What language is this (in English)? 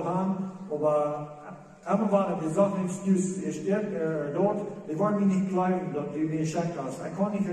Plautdietsch